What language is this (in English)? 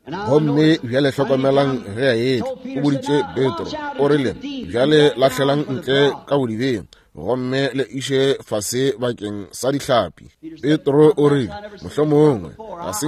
Northern Sotho